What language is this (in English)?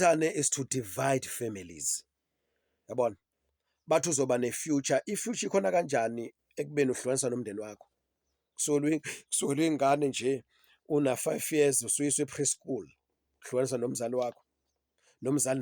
Zulu